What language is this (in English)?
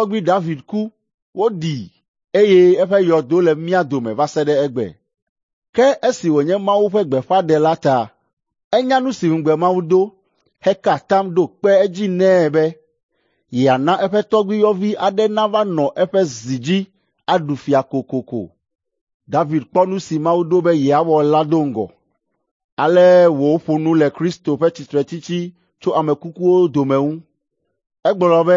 Ewe